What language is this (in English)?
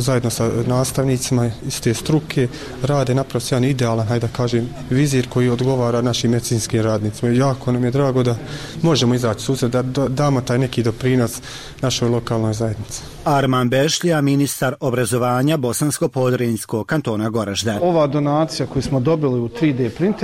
Bosnian